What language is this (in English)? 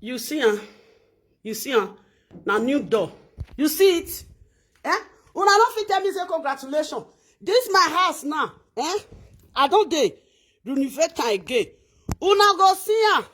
Nigerian Pidgin